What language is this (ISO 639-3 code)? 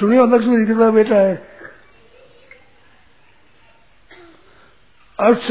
hin